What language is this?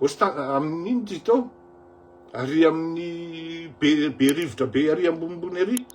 Malagasy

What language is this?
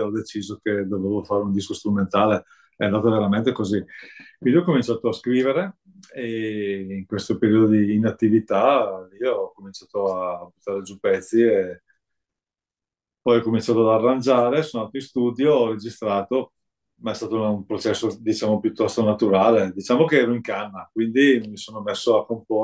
Italian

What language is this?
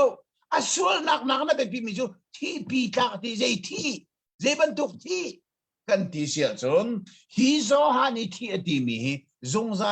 Hakha Chin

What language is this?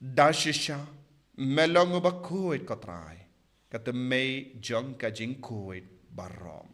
Khasi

